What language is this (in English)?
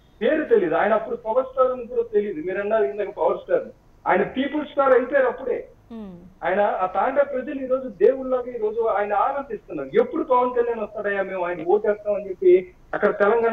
Telugu